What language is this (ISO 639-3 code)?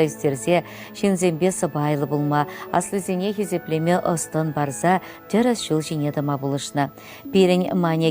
chv